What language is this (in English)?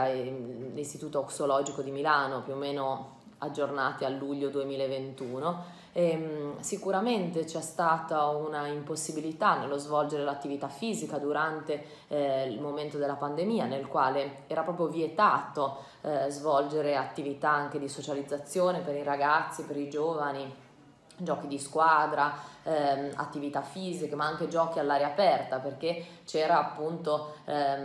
Italian